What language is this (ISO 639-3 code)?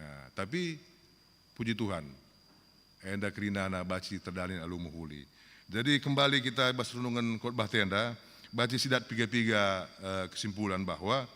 btx